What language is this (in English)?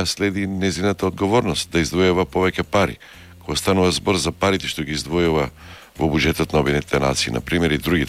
Macedonian